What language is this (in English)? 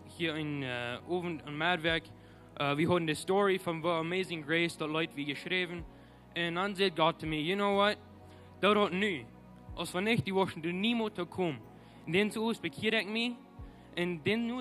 Plautdietsch